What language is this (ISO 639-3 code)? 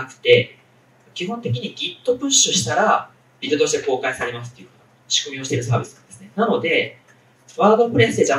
jpn